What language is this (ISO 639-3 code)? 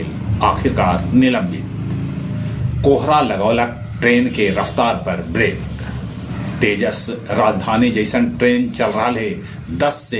mag